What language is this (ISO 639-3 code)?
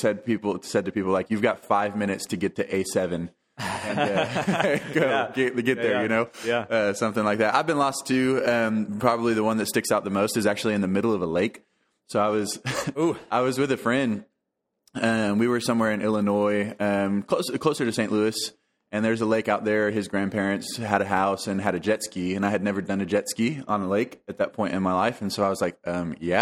eng